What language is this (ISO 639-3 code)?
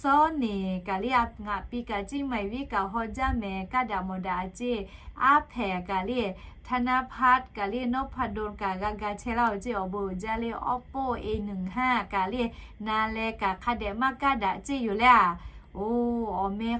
lhu